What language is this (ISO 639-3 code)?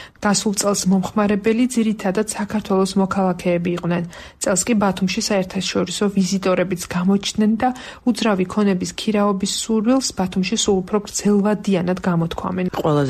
kat